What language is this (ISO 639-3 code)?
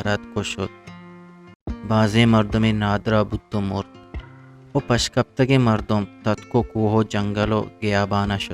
bgp